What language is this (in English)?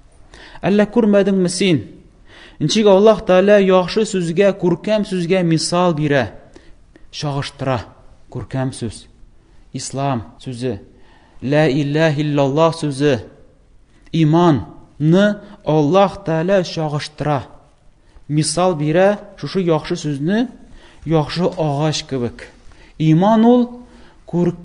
Tatar